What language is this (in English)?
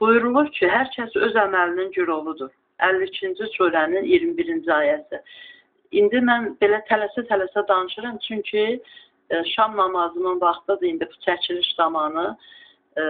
Azerbaijani